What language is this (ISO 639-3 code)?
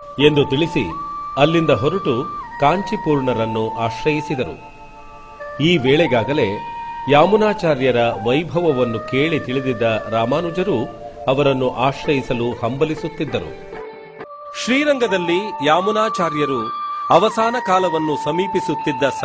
kan